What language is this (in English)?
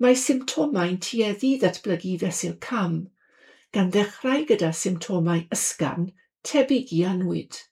Welsh